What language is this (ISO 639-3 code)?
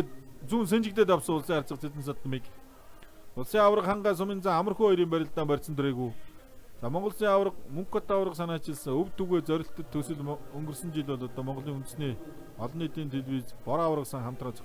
mon